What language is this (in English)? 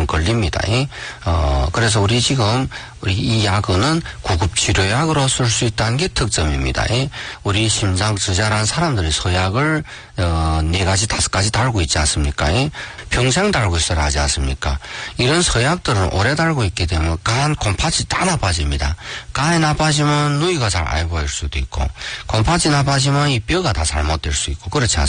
Korean